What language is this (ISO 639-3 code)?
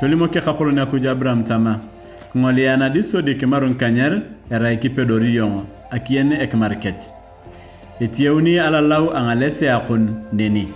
tuv